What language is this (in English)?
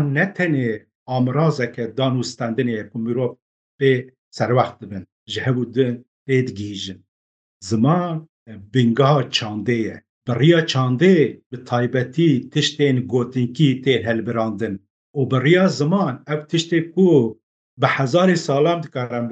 Kurdish